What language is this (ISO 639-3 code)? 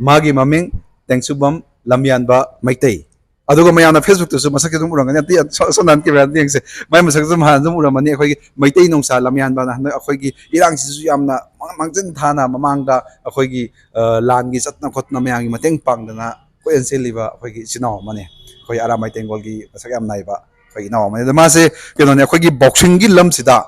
mni